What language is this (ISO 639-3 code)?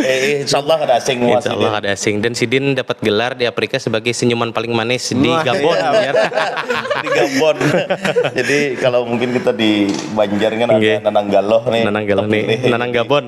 bjn